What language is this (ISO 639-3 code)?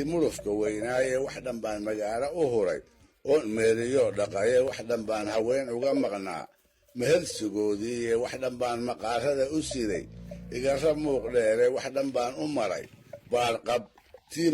som